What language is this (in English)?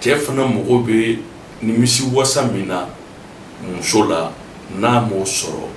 Bambara